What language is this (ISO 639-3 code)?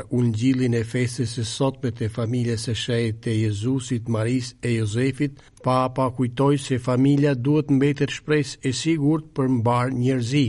sqi